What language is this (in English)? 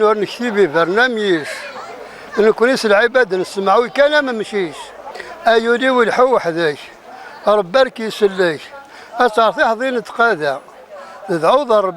Kabyle